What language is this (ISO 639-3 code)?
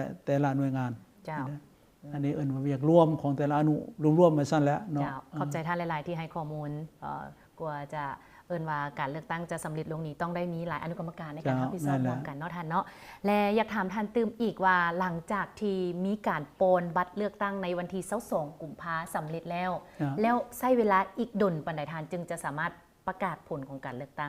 lao